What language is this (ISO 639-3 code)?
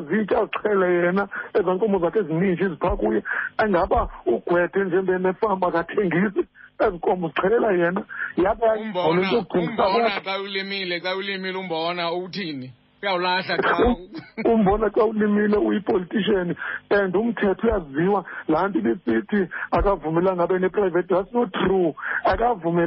xho